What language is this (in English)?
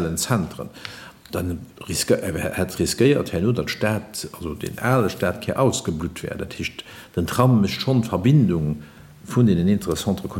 Luxembourgish